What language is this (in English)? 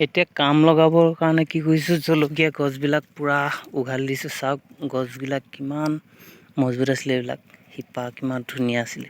Assamese